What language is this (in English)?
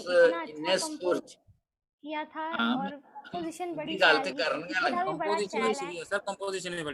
Dogri